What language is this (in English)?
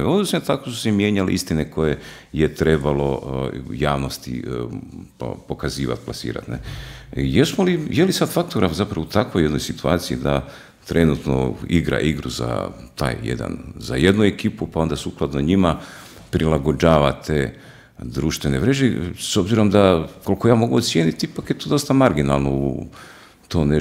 Croatian